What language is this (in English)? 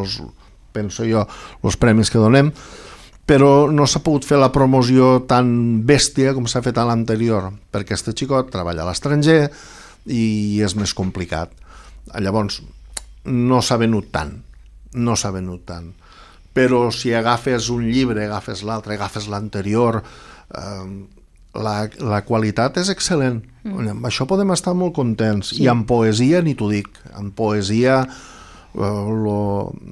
Catalan